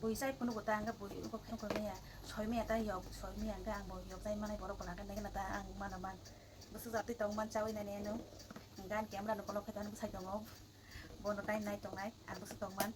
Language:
Kok Borok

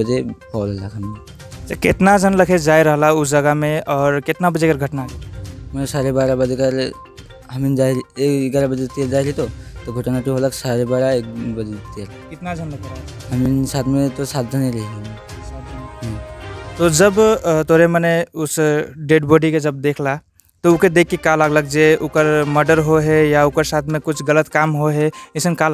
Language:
Sadri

